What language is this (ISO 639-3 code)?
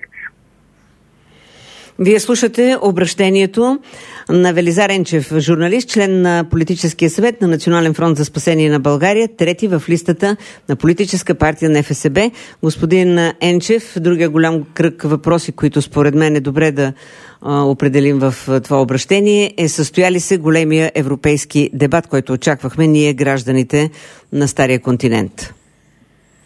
bul